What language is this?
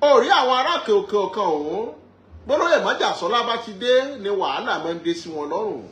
Yoruba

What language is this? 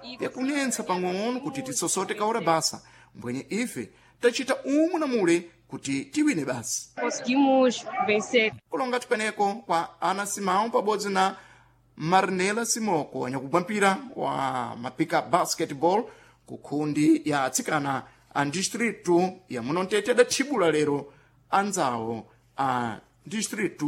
Sena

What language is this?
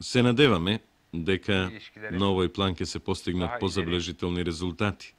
Macedonian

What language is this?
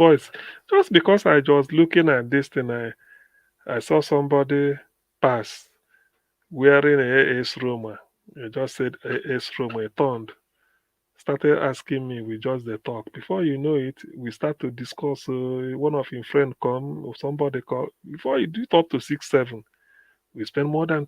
Nigerian Pidgin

